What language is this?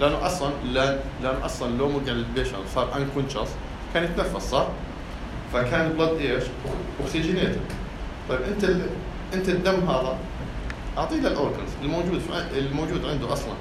North Levantine Arabic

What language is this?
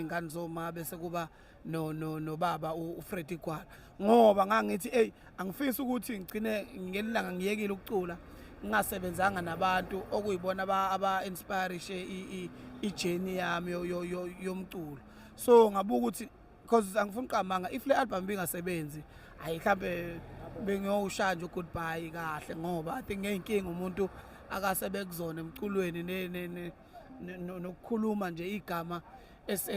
Zulu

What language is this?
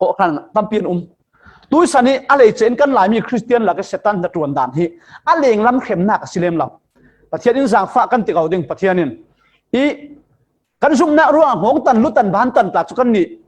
Falam Chin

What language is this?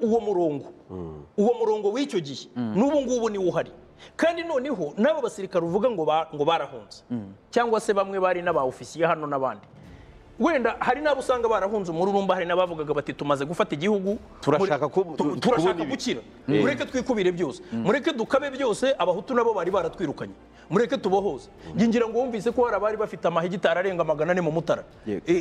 Kinyarwanda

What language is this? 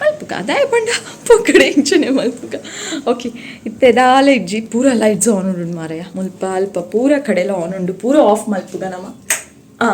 Tulu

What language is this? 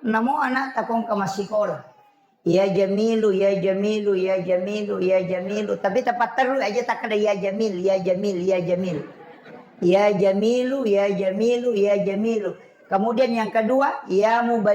Buginese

